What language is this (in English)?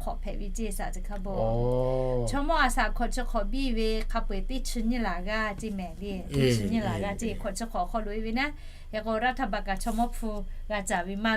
Lahu